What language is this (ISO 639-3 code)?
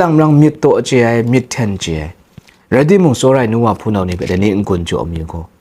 kac